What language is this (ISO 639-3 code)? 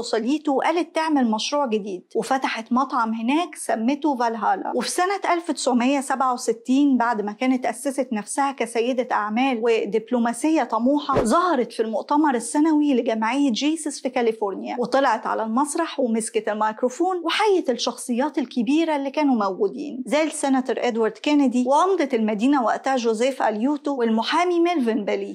arz